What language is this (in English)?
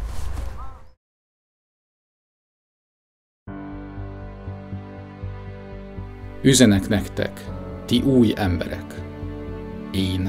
Hungarian